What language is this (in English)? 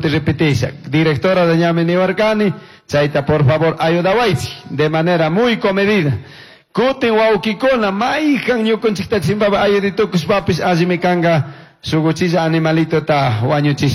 Chimborazo Highland Quichua